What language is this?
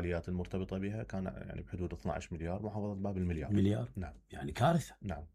Mesopotamian Arabic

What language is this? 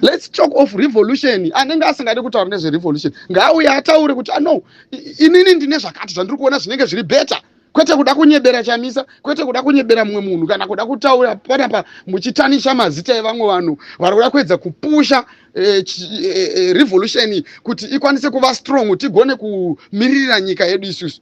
Shona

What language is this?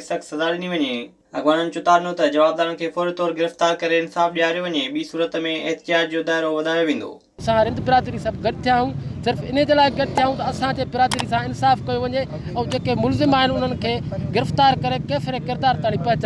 Sindhi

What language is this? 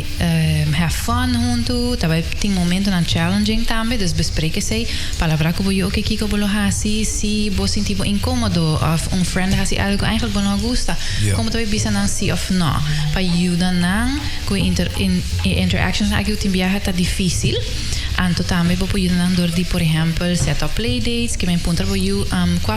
Papiamento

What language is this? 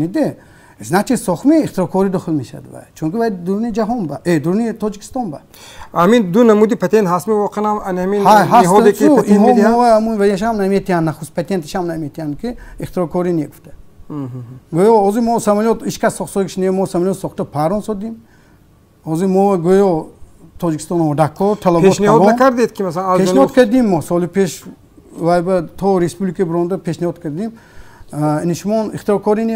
Tajik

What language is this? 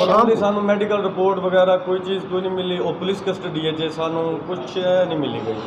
Saraiki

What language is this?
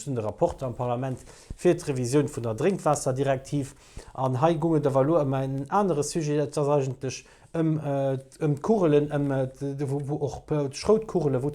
Luxembourgish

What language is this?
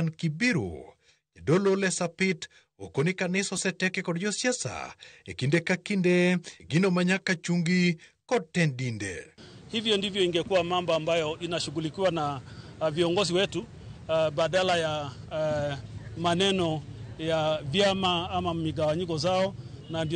Luo (Kenya and Tanzania)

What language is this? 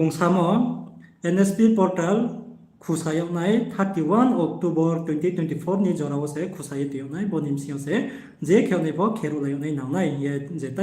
Riang (India)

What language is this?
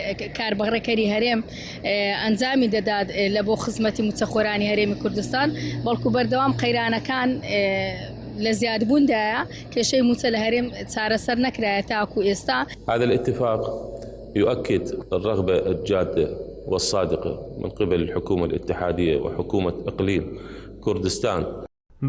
Central Kurdish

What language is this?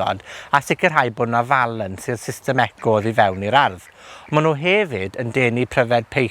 Welsh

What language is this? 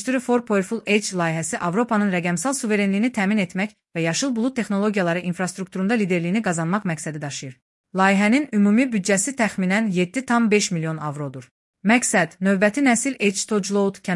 Azerbaijani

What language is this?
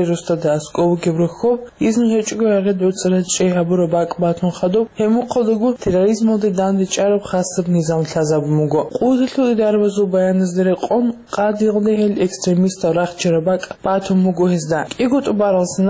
Avaric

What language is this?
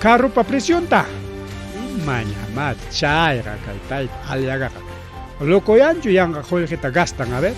Ayacucho Quechua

